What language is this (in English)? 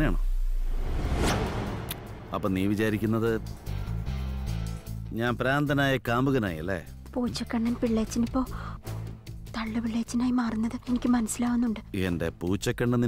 Malayalam